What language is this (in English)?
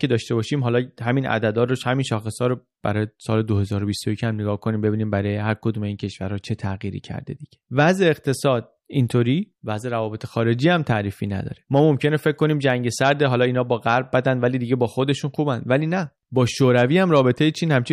Persian